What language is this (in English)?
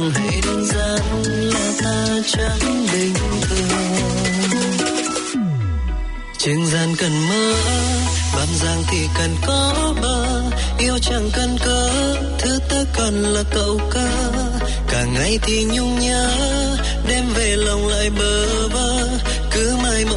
Vietnamese